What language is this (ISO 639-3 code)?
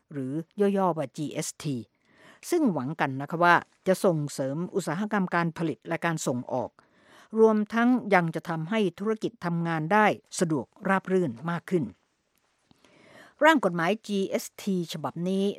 tha